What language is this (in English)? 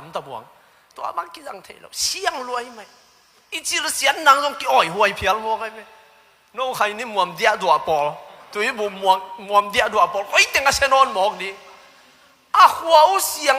Tedim Chin